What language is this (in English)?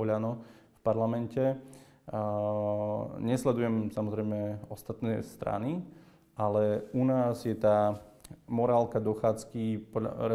Slovak